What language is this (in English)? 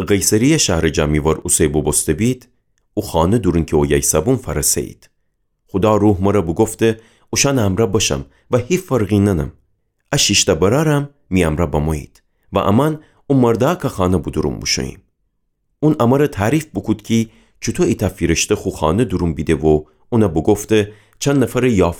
Gilaki